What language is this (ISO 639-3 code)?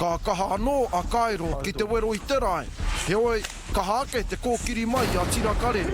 mri